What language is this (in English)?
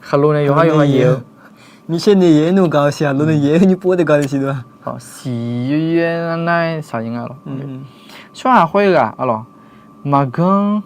Akha